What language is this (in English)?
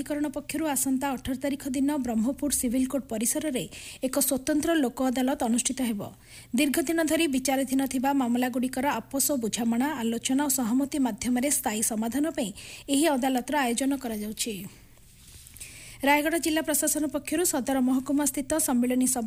Odia